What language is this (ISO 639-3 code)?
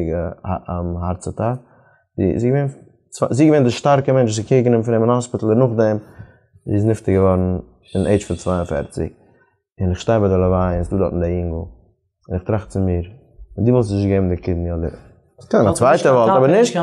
yid